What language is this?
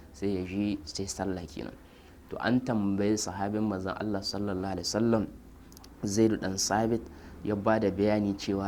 Hausa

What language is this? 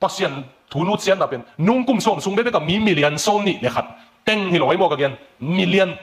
Tedim Chin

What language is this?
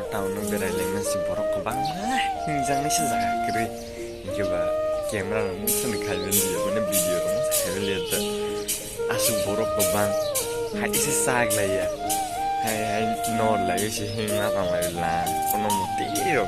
Kok Borok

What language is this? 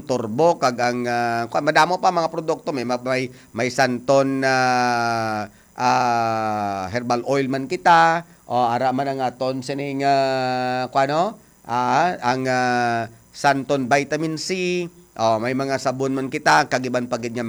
Hiligaynon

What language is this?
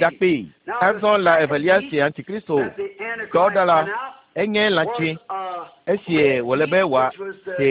Ewe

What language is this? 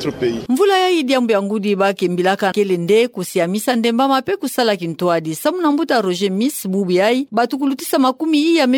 Kituba (Democratic Republic of Congo)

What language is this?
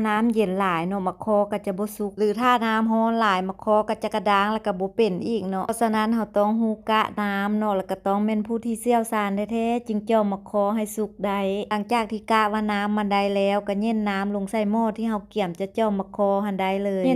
Lao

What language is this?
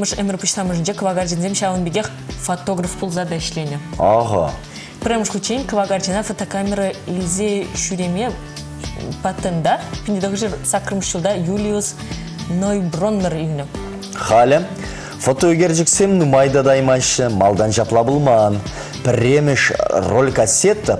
Chuvash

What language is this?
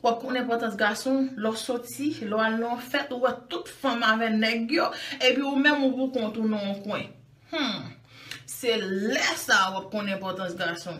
Haitian Creole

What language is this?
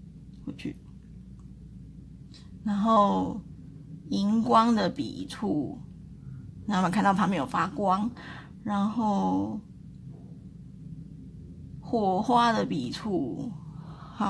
Chinese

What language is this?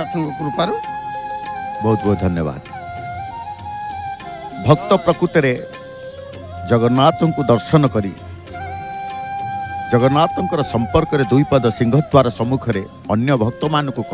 Odia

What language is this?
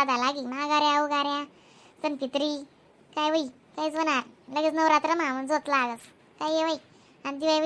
Khandesi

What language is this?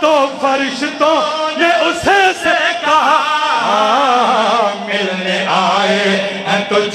Urdu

